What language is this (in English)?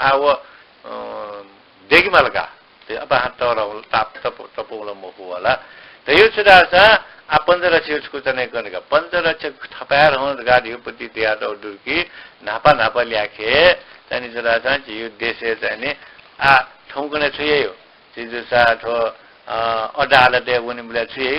Newari